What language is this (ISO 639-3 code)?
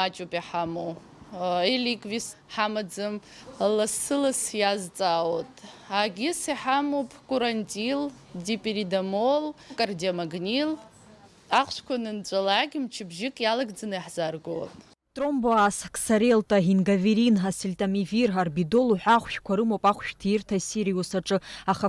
abk